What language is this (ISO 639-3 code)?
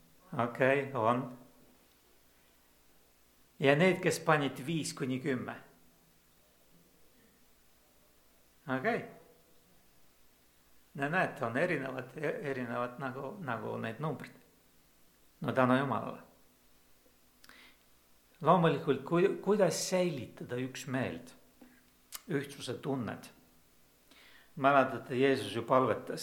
est